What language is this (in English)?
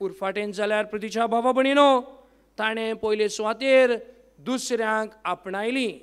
Konkani